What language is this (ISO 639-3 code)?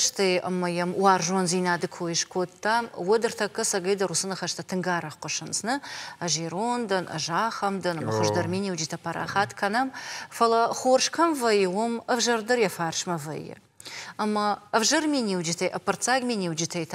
oss